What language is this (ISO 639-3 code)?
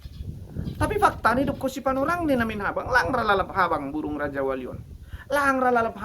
bts